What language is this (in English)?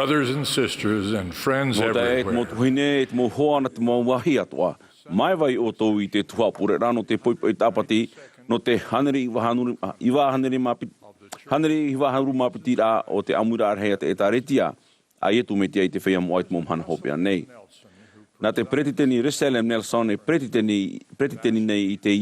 Tahitian